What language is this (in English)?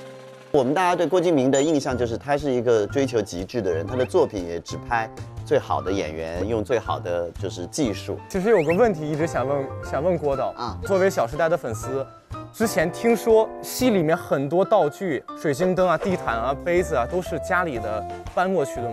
Chinese